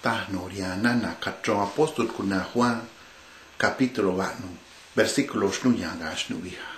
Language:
Copala Triqui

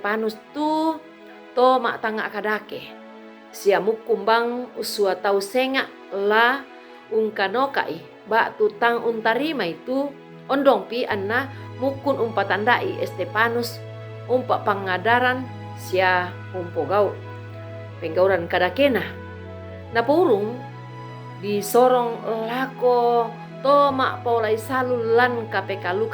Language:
Toraja-Sa'dan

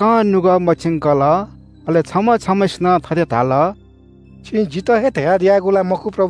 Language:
Newari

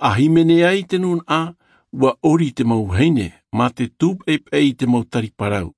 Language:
Tahitian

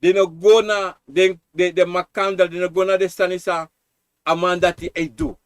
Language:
Sranan Tongo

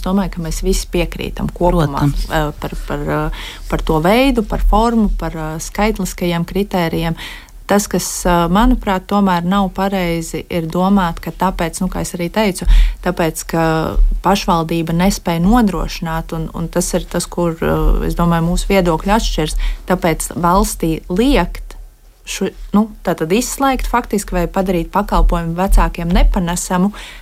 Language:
Latvian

